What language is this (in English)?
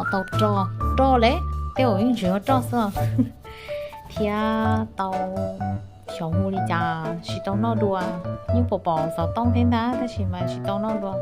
Hmong